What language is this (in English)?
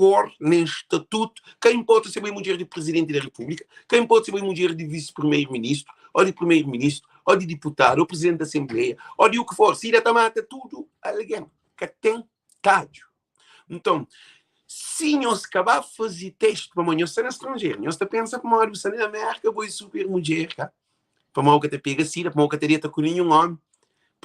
Kabuverdianu